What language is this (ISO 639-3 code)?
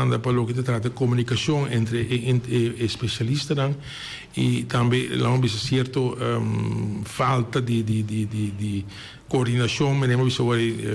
pap